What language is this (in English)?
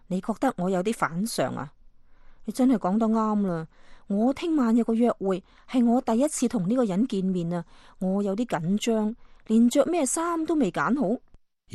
Cantonese